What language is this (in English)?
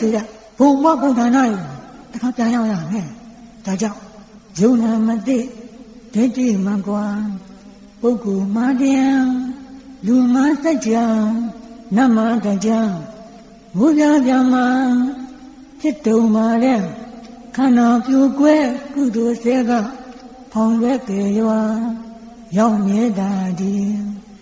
Burmese